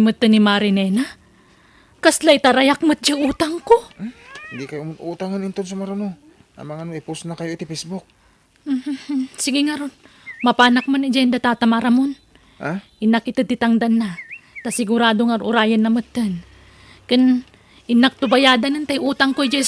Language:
Iloko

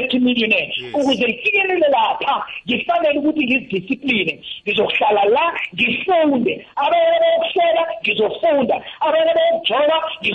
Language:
South Ndebele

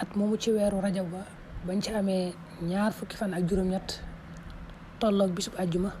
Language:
Wolof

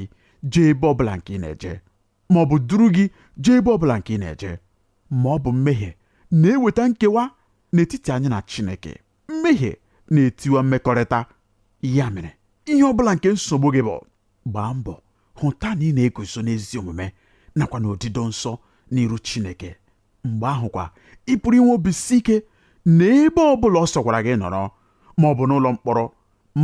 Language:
Igbo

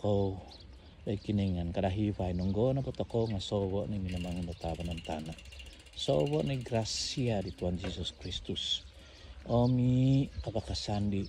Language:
Central Dusun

